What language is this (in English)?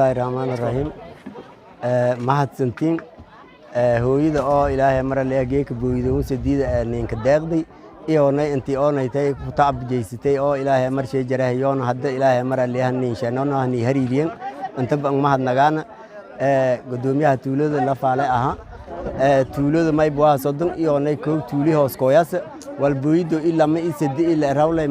Somali